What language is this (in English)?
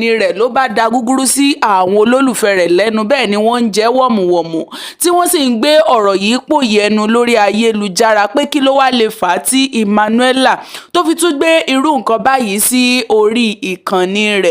Yoruba